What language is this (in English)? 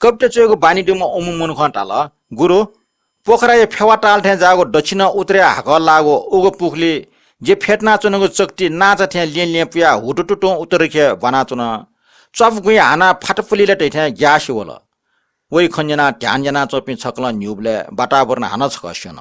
Newari